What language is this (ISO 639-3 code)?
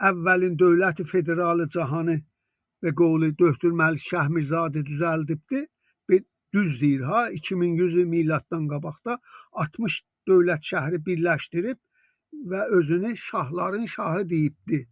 azb